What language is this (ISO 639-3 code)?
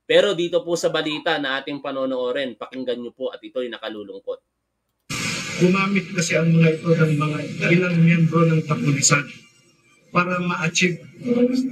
fil